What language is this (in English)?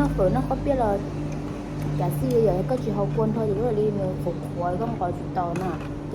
Hmong